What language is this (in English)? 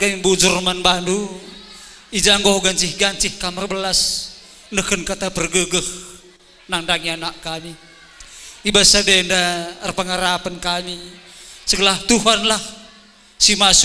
Batak Karo